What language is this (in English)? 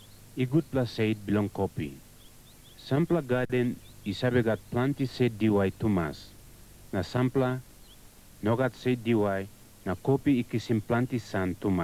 Tok Pisin